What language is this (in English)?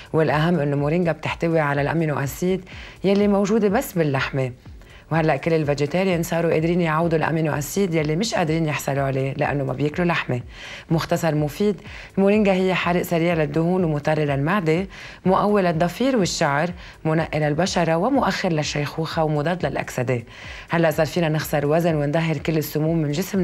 North Levantine Arabic